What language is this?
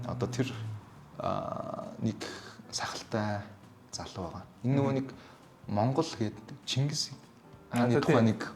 Mongolian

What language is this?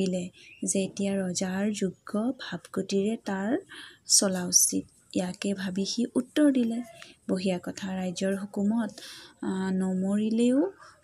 Assamese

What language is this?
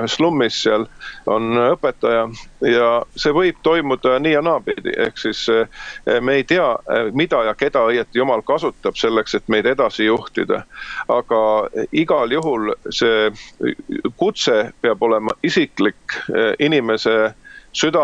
Estonian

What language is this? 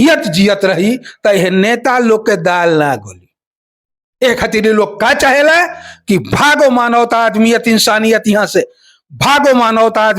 Bhojpuri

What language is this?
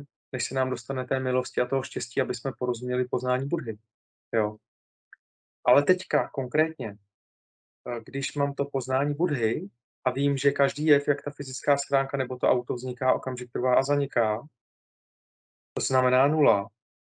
Czech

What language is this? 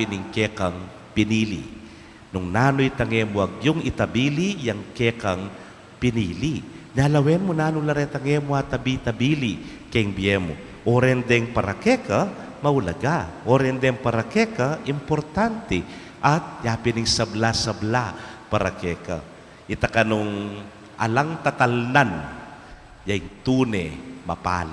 Pampanga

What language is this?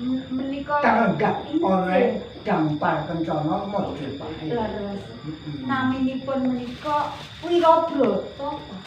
Javanese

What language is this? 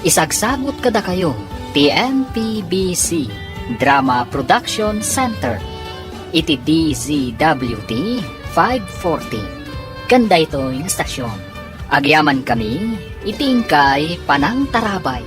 Iloko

